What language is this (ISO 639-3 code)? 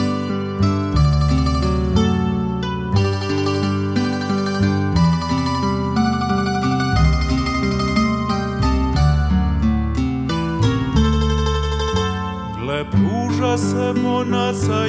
hrv